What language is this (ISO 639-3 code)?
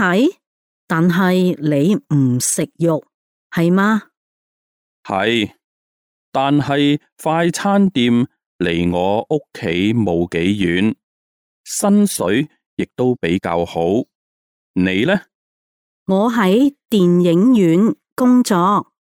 yue